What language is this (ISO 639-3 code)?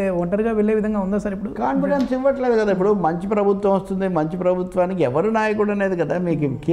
tel